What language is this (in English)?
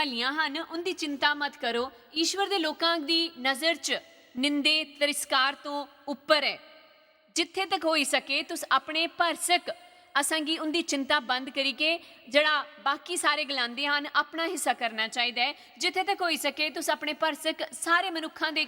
Dogri